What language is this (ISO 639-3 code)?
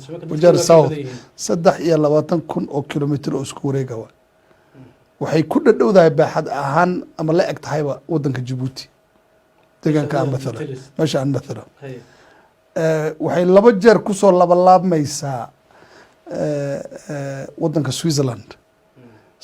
som